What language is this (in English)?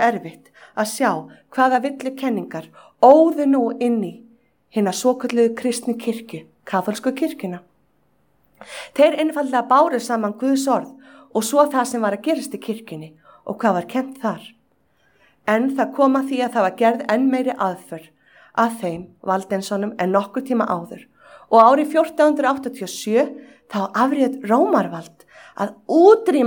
Icelandic